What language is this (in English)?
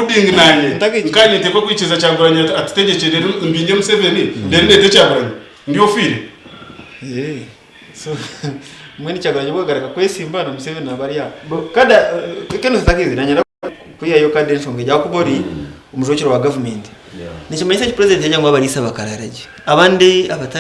Nyankole